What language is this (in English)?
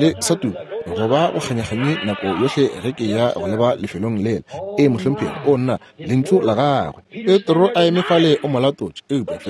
Northern Sotho